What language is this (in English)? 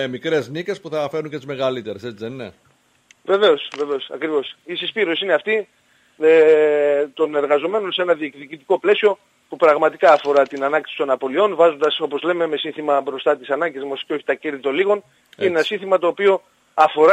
Greek